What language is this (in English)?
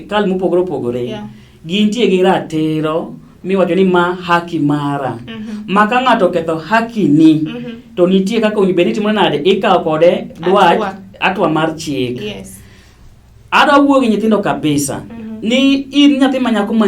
Luo (Kenya and Tanzania)